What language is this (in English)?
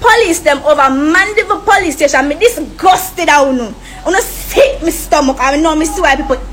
Jamaican Creole English